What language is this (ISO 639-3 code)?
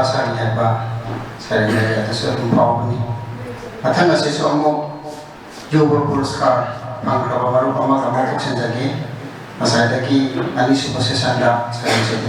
mni